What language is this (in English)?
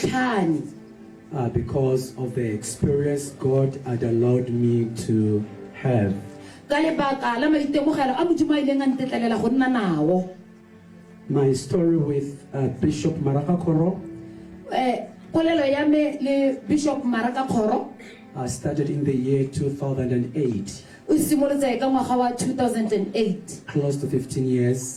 Tswana